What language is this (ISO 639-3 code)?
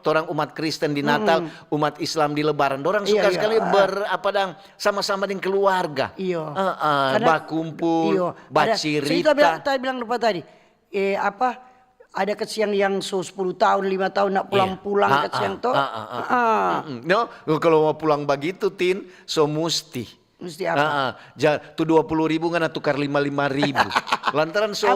xmm